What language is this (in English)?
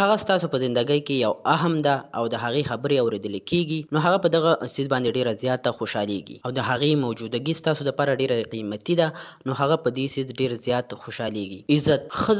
Pashto